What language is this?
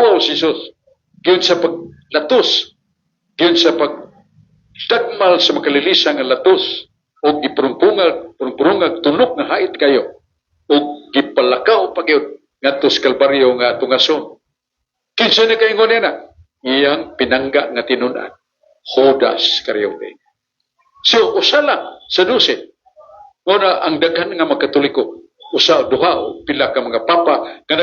Cebuano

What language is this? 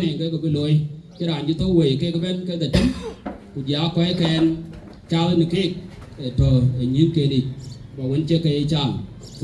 Dinka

